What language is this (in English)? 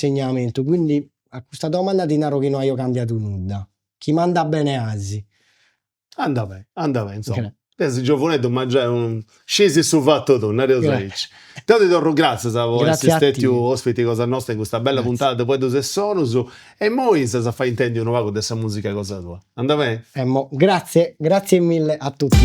Sardinian